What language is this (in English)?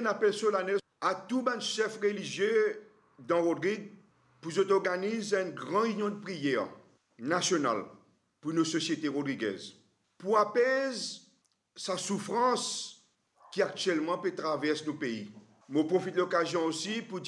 Morisyen